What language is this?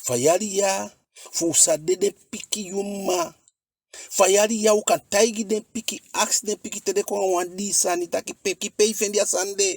Eastern Maroon Creole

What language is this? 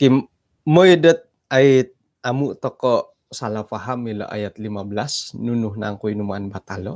Central Dusun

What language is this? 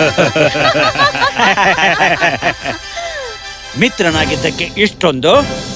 Kannada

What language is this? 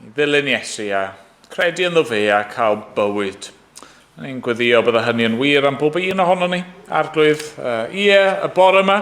Welsh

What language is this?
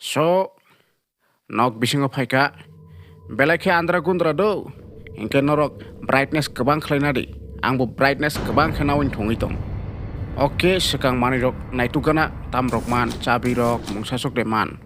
Kok Borok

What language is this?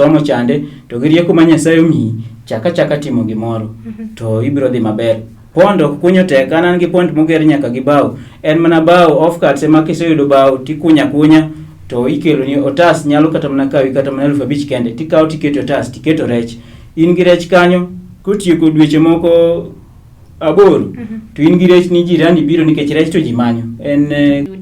Luo (Kenya and Tanzania)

